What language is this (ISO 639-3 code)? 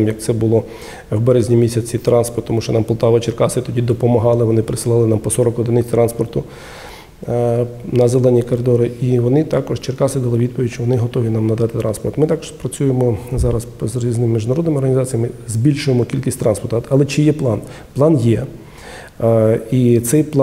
ukr